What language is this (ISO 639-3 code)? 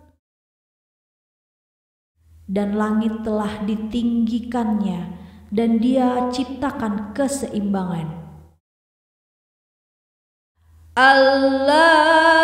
ind